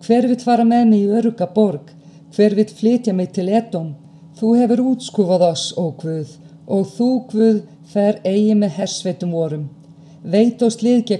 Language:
Icelandic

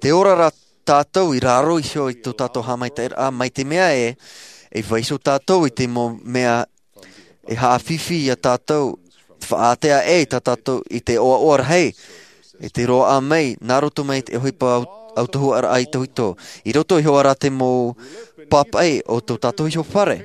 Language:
Tahitian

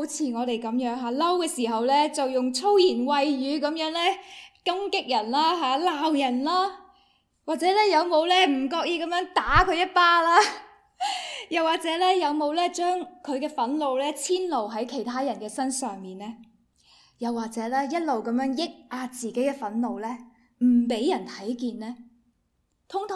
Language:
Cantonese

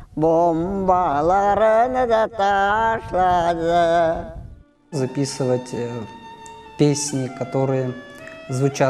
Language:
Crimean Tatar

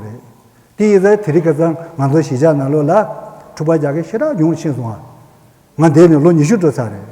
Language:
Tibetan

